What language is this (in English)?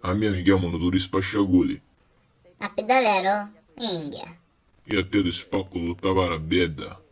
Sicilian